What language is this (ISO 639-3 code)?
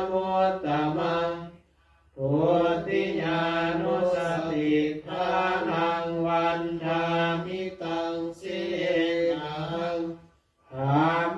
pli